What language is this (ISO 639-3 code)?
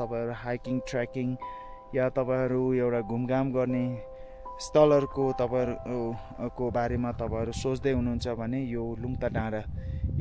nep